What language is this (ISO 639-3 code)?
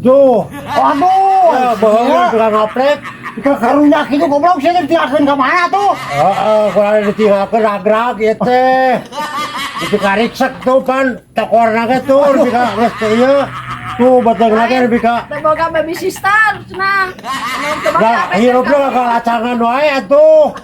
sun